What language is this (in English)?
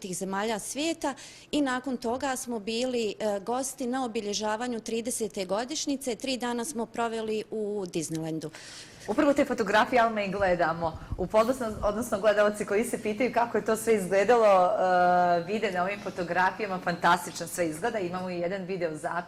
Bosnian